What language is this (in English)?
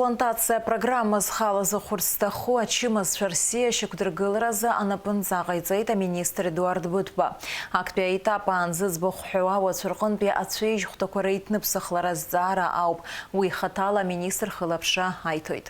Abkhazian